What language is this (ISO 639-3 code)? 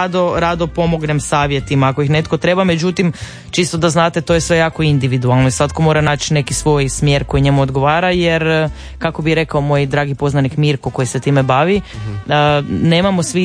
hrv